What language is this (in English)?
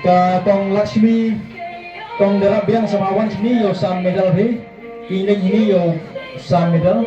Khasi